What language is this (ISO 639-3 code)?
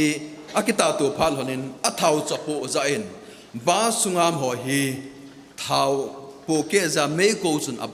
tcz